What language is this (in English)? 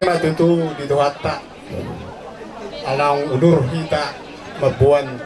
Batak Toba